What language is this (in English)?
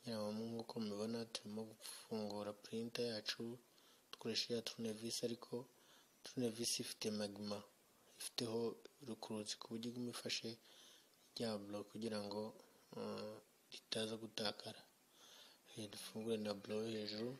Kinyarwanda